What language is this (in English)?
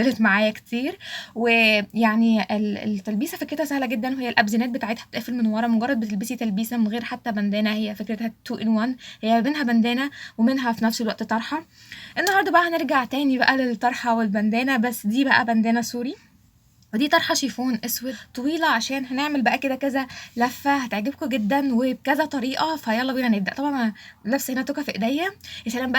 Egyptian Arabic